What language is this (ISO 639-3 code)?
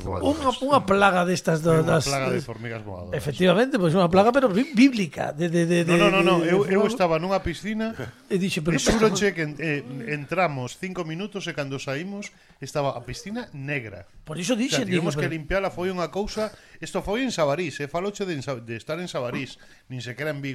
glg